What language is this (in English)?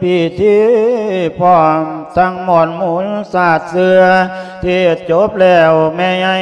Lao